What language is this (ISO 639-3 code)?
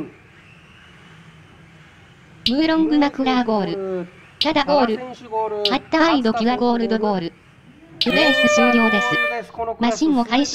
jpn